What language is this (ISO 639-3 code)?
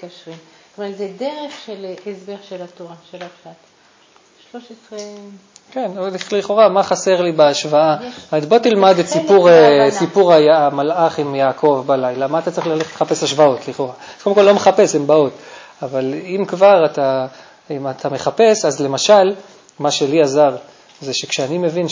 heb